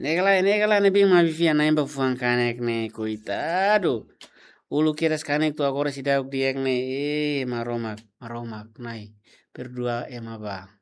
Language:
Tetum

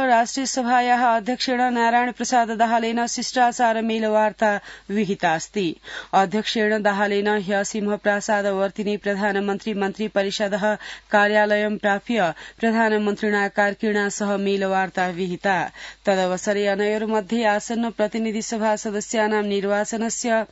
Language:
Sanskrit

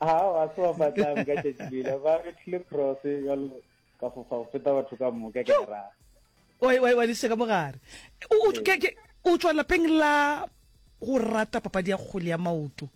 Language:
Northern Sotho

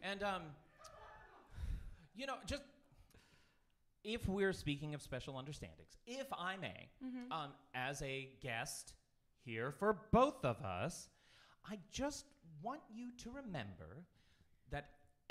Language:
English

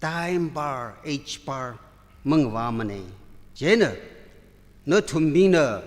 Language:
Tangkhul Naga (India)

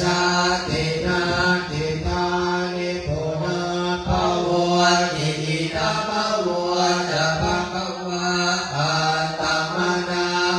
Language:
Pali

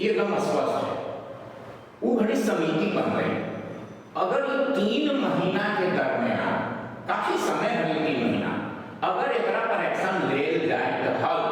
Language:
Magahi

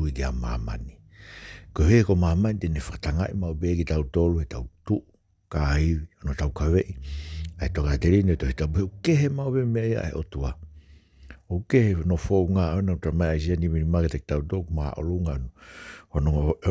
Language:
Tongan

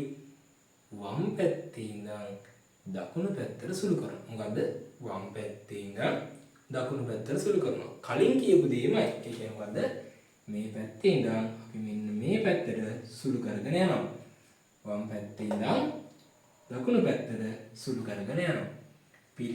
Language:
Sinhala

